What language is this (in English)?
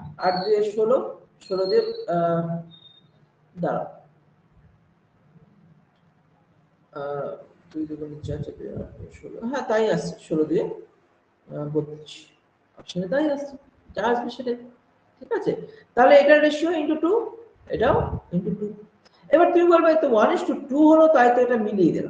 Bangla